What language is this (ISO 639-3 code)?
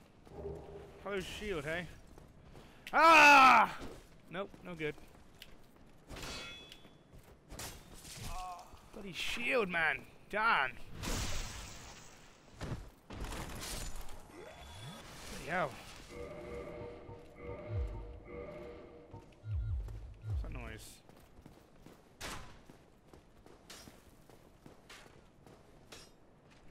eng